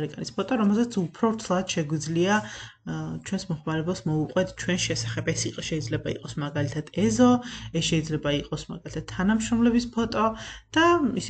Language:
Georgian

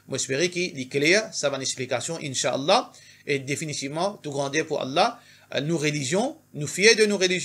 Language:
Morisyen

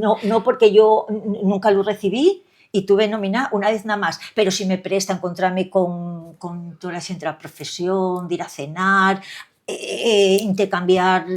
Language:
Asturian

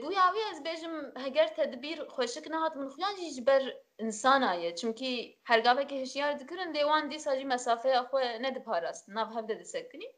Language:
Kurdish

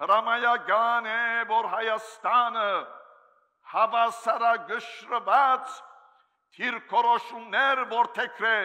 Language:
Armenian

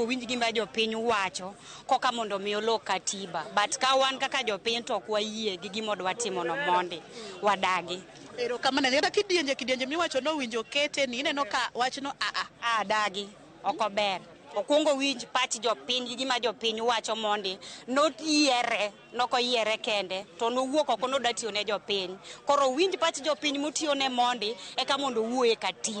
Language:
Luo (Kenya and Tanzania)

